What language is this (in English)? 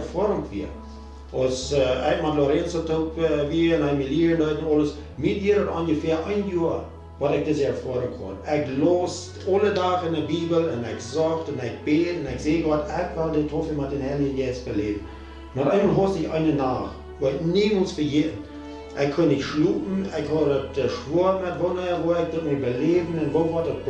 Plautdietsch